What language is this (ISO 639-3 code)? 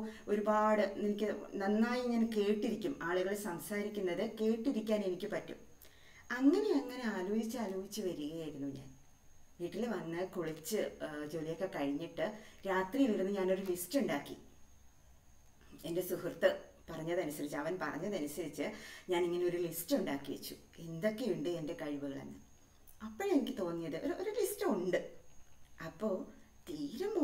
mal